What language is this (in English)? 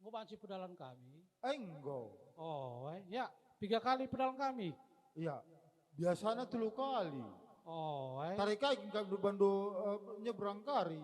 Batak Karo